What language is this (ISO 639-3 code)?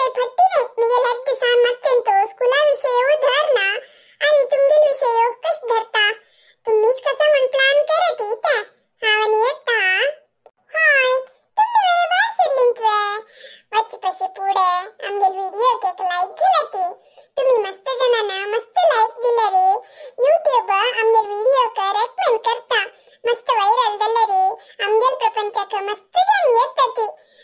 kok